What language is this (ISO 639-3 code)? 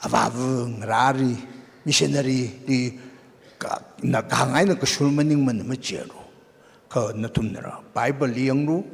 nmf